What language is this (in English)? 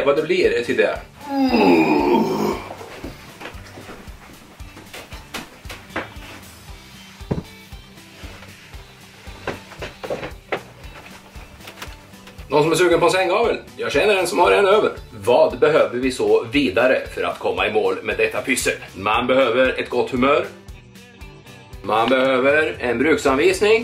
Swedish